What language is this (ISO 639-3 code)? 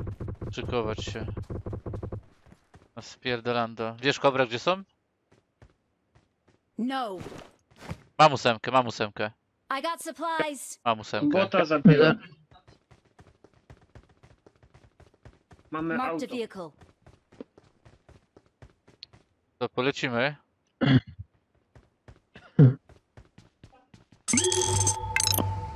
pol